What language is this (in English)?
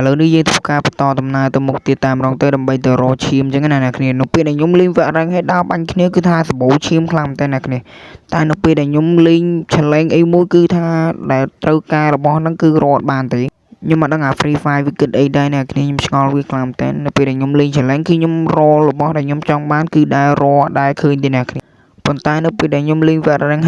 Khmer